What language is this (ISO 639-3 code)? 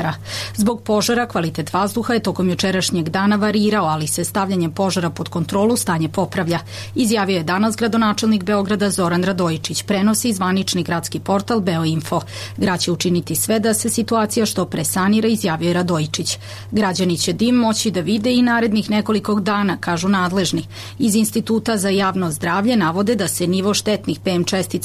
srp